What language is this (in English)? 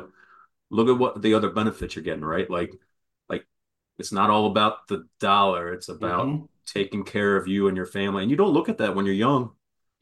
English